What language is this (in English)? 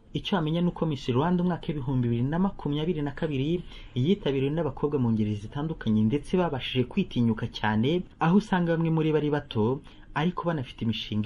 Kinyarwanda